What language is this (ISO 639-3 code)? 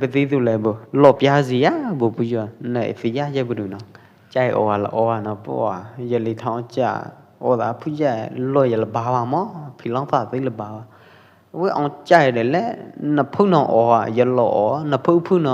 kjp